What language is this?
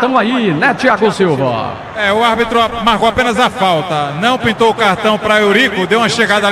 Portuguese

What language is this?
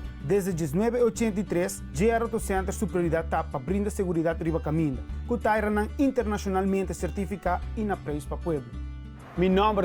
Papiamento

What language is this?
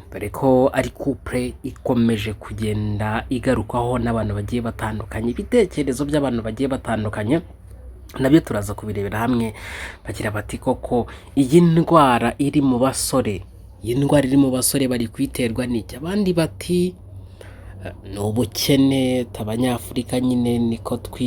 Kinyarwanda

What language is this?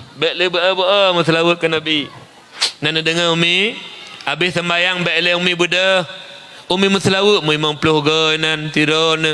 Achinese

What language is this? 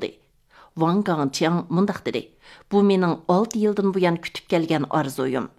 Uyghur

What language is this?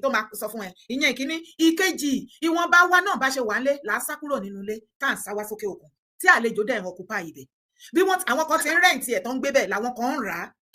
Yoruba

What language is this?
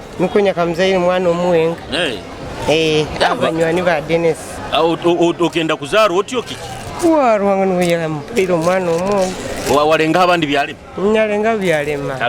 Nyoro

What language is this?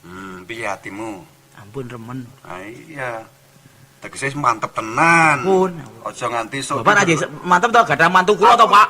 Javanese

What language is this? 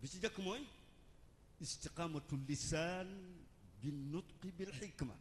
Wolof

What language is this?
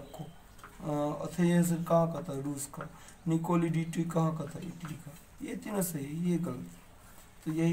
Hindi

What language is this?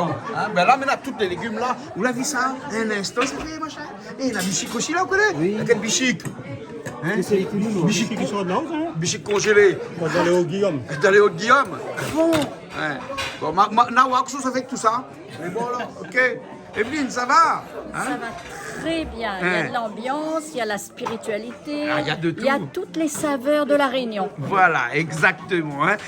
Réunion Creole French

